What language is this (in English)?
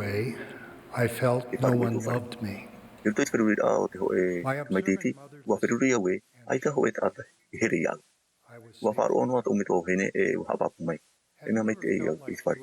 Tahitian